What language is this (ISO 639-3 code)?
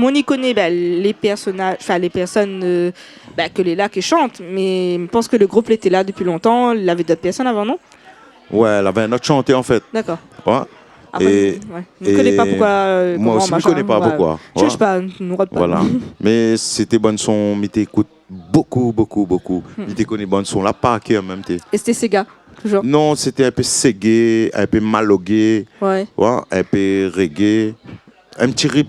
rcf